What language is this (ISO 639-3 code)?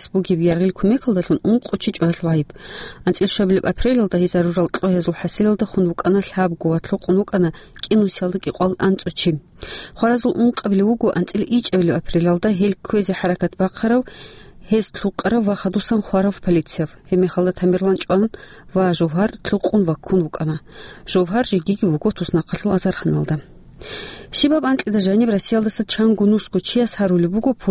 ava